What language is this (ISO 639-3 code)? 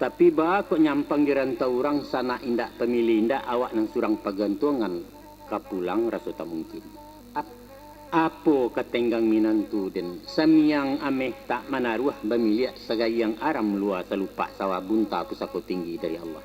min